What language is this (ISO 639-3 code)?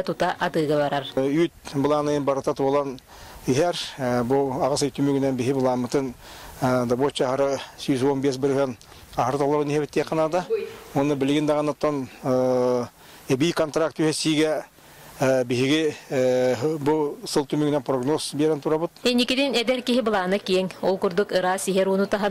sah